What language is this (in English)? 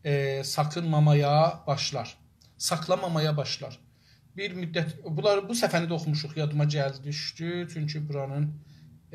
South Azerbaijani